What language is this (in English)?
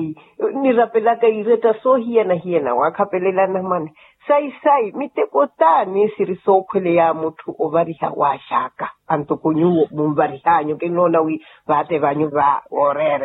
Makhuwa